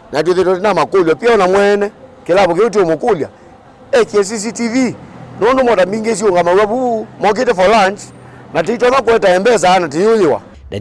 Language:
Kamba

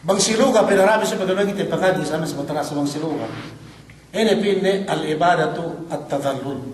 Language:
Yakan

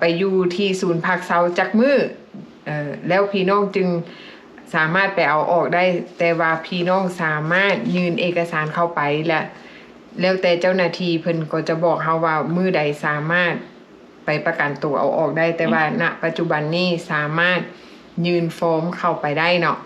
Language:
Lao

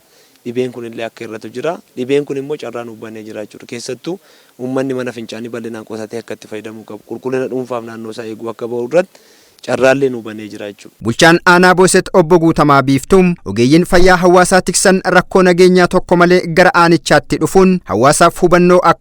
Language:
Oromo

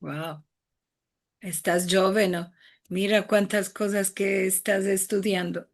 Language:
Ladino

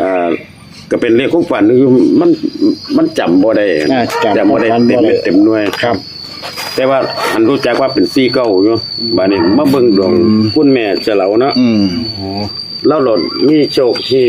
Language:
Northeastern Thai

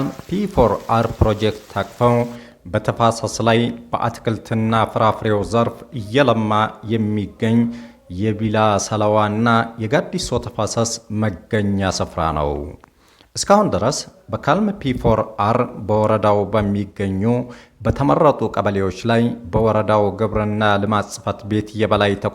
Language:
Amharic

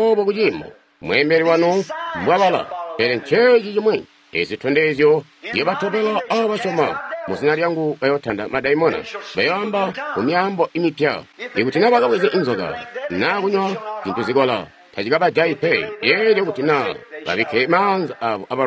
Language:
Tonga (Zambia)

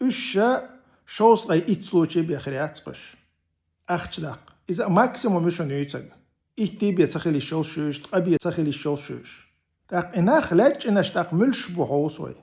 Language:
Chechen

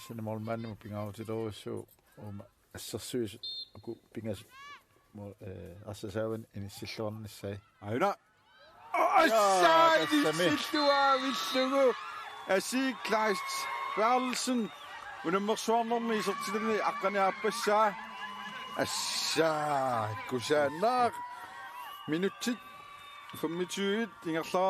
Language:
Kalaallisut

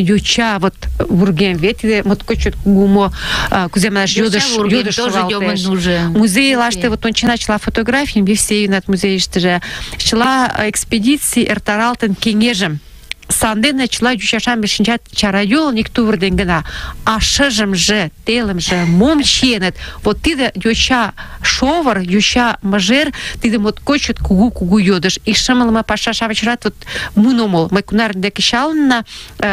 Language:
Mari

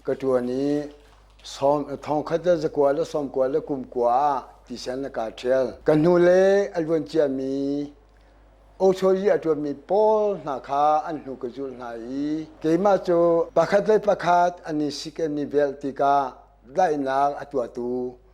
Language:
Hakha Chin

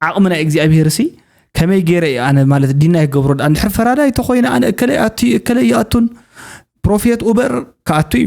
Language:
Tigrinya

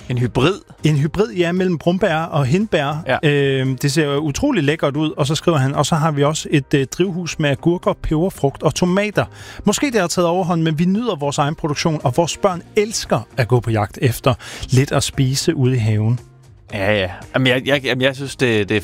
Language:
Danish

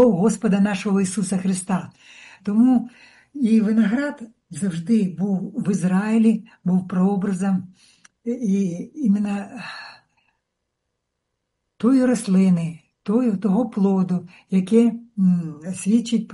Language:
Ukrainian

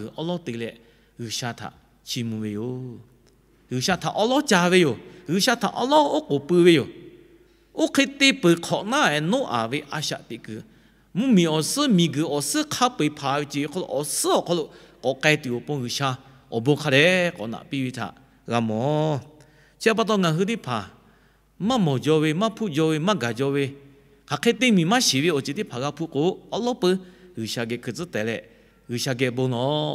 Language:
Lahu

